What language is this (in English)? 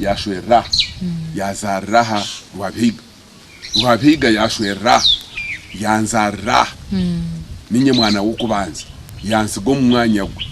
Nyankole